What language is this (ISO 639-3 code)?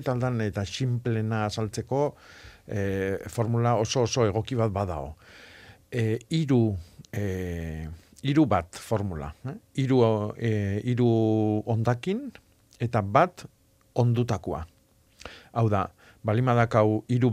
eus